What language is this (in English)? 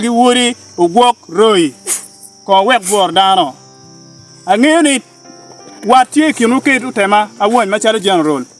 Acoli